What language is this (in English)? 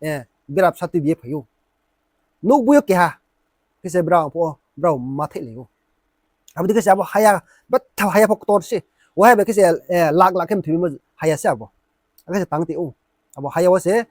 Riang (India)